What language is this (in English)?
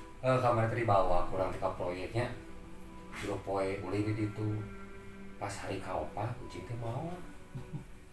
Sundanese